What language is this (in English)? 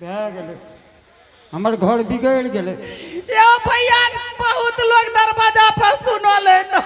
Angika